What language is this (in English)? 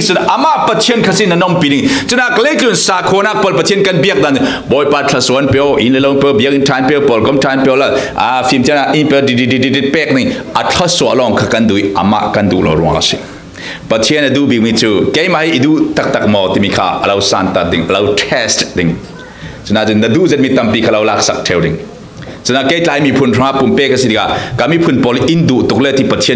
Falam Chin